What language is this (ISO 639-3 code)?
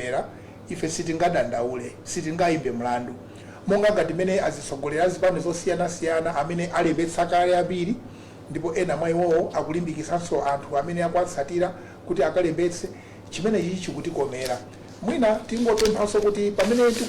nya